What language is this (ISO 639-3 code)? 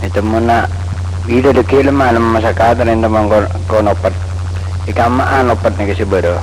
mad